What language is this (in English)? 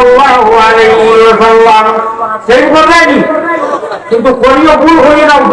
Sylheti